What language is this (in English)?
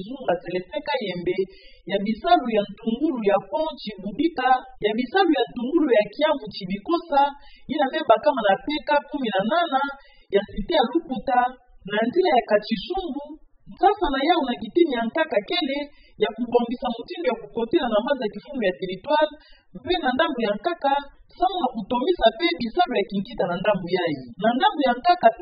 Kituba (Democratic Republic of Congo)